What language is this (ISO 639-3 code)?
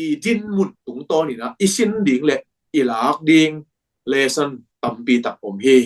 ctd